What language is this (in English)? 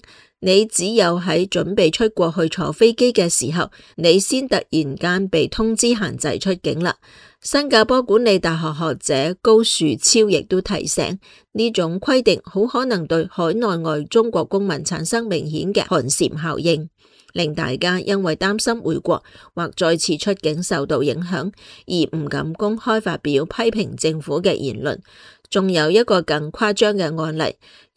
Cantonese